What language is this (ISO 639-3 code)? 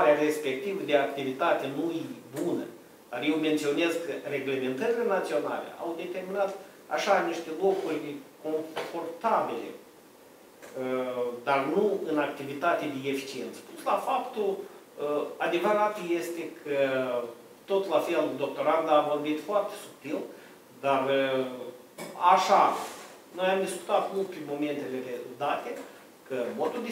ron